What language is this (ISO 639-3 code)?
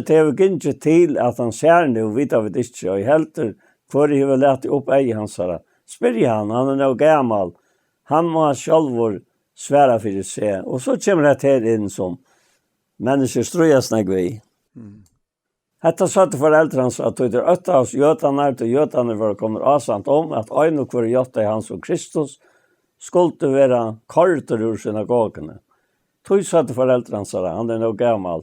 fao